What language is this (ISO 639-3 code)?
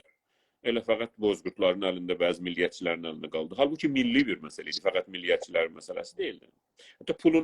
azb